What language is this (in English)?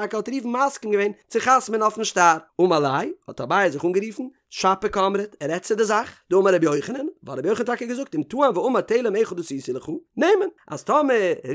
Yiddish